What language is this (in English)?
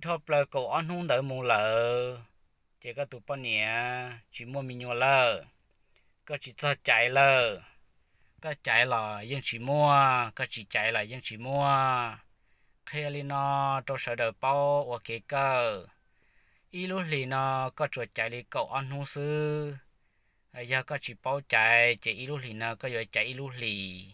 Hmong